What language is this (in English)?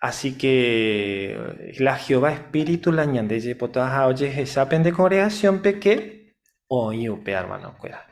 Guarani